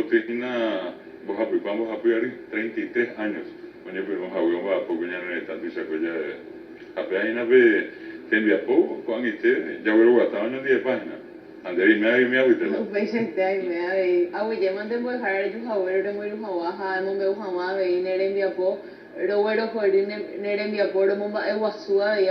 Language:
Guarani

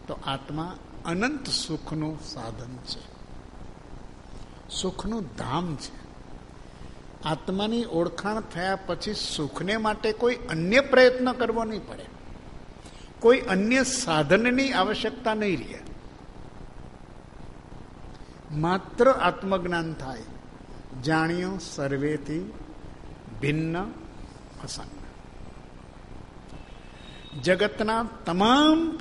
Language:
Gujarati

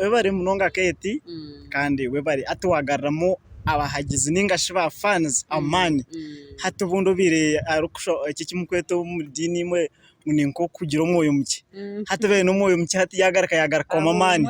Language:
Nyankole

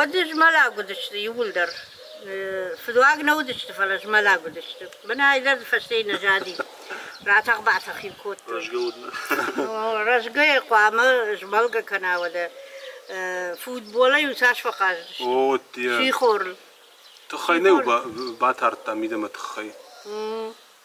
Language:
Ossetic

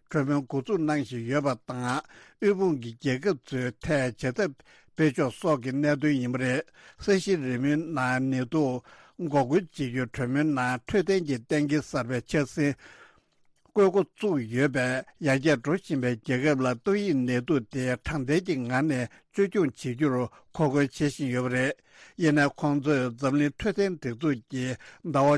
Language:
Tibetan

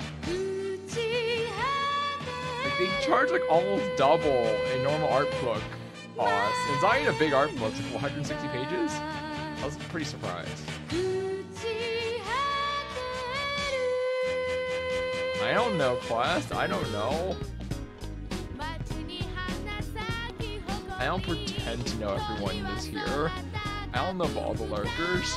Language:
English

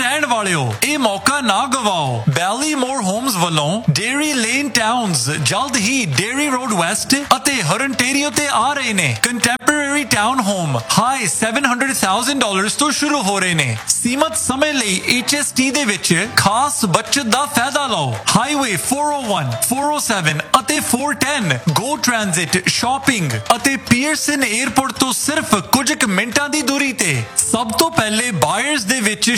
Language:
Punjabi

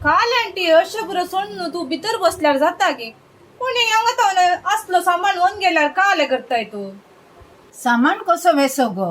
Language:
Konkani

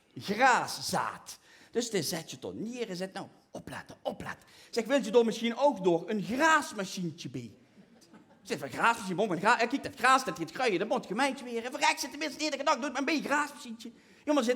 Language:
Limburgish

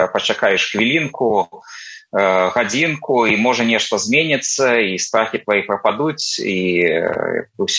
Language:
Belarusian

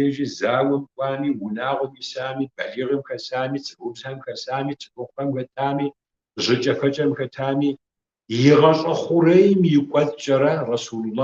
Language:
Kabardian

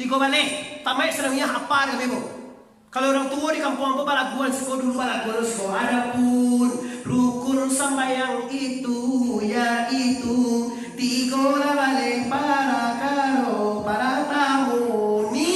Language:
Minangkabau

